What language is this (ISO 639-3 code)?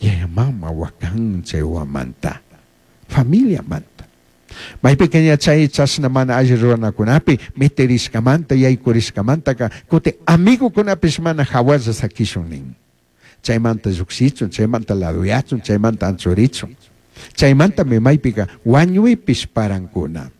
qug